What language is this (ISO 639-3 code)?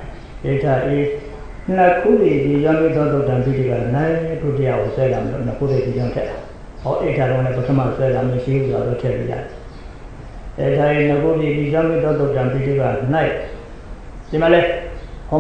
mya